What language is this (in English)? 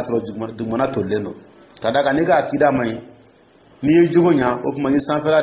Dyula